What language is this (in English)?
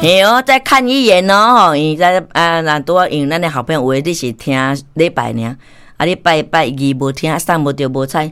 Min Nan Chinese